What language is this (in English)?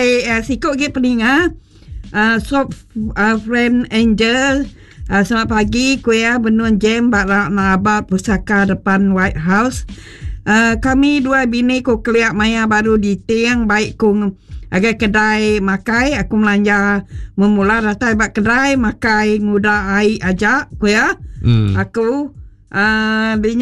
Iban